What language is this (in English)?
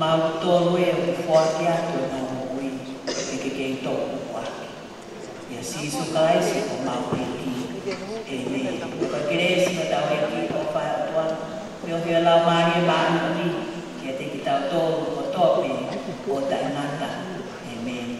Tongan